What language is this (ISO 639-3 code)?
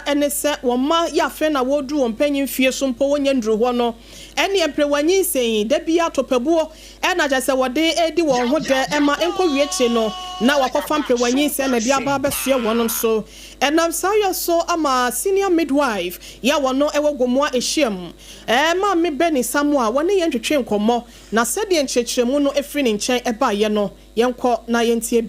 aka